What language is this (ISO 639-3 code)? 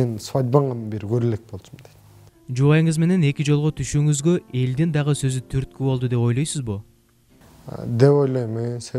kir